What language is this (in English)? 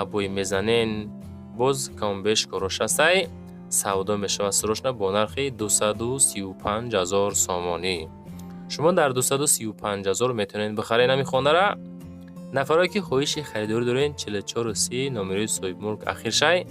Tajik